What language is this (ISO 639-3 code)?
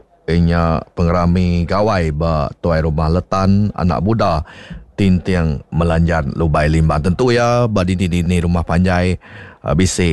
iba